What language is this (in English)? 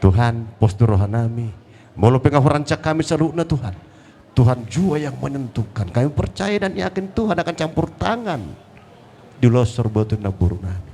Batak Toba